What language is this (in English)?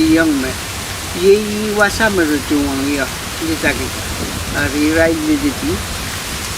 Pohnpeian